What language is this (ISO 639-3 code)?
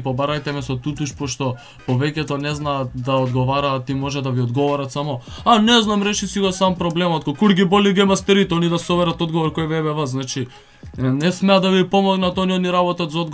mkd